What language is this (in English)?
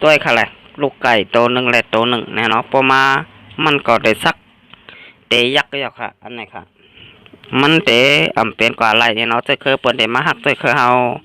Shan